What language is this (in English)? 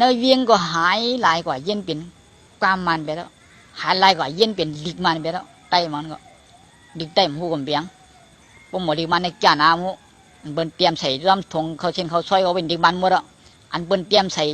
Shan